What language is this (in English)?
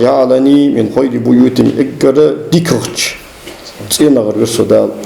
Ingush